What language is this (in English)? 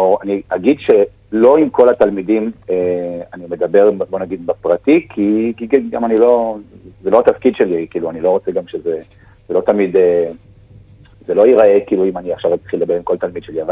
Hebrew